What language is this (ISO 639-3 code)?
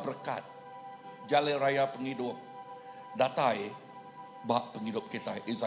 iba